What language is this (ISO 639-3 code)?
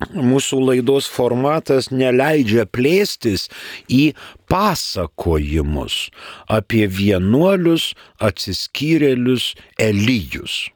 lit